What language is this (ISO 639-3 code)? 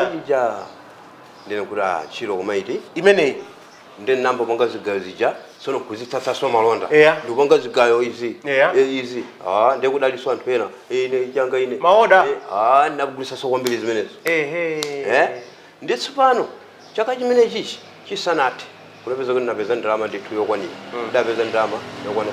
nya